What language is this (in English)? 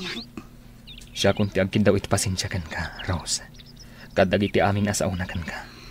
Iloko